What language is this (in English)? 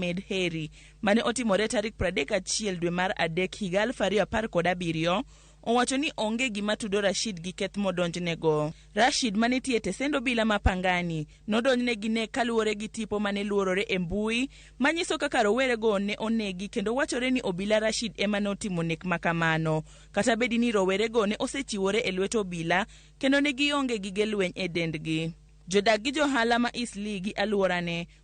Luo (Kenya and Tanzania)